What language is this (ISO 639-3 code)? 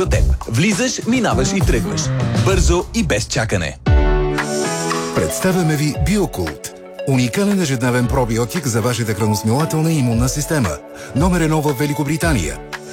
bul